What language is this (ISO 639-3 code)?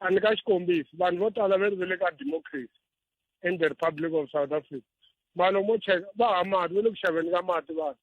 tso